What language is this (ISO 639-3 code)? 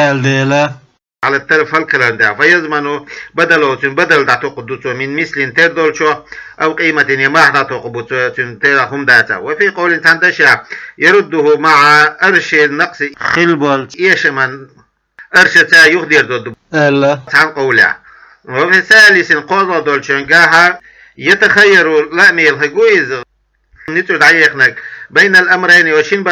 che